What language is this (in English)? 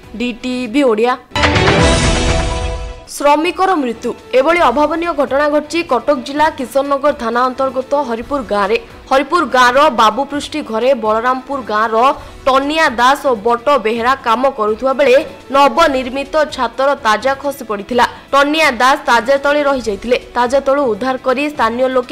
Odia